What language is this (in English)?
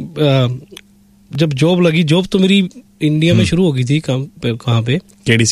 Hindi